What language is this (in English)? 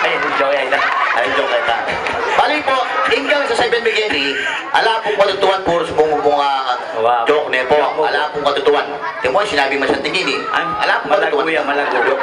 Pampanga